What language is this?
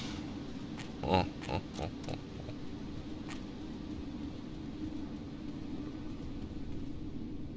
Slovak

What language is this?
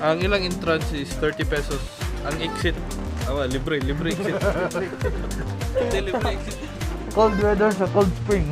Cebuano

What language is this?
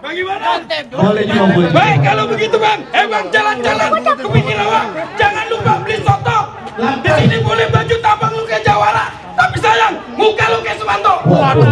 Betawi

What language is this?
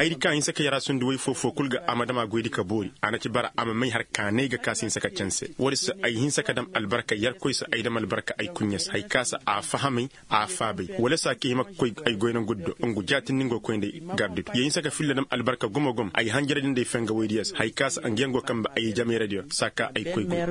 Koyraboro Senni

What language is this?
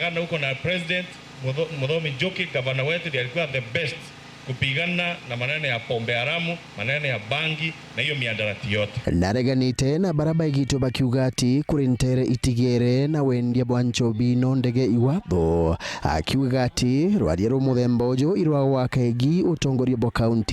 Meru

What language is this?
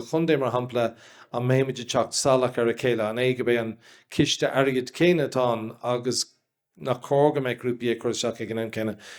Irish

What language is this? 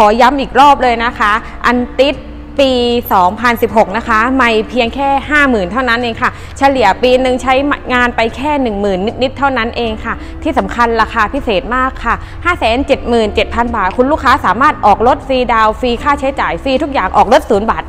Thai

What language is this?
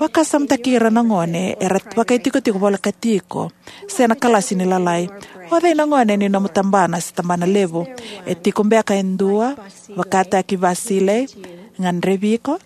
Fijian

